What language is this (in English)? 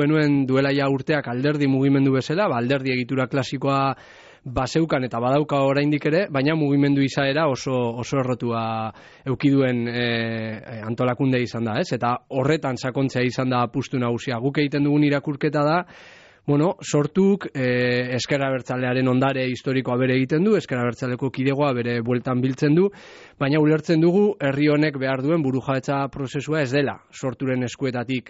Basque